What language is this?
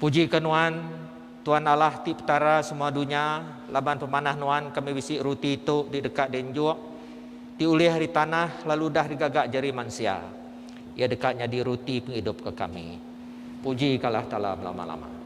Iban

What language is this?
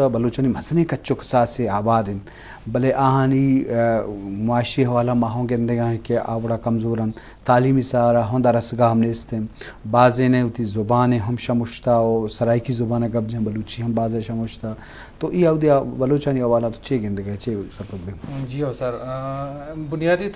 Eastern Balochi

